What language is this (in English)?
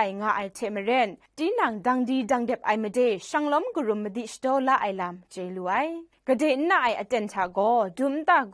Kachin